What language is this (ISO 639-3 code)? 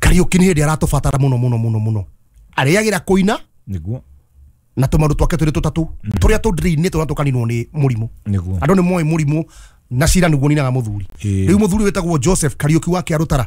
kik